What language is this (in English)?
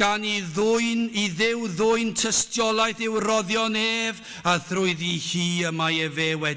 Welsh